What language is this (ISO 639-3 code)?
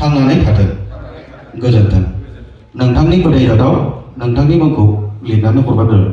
brx